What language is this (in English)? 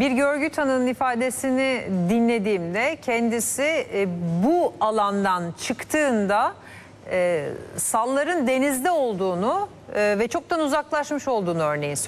Turkish